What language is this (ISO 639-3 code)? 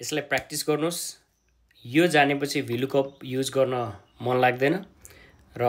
nep